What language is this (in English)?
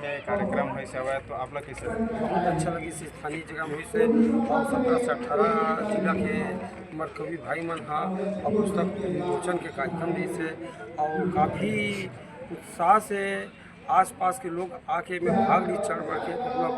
Chhattisgarhi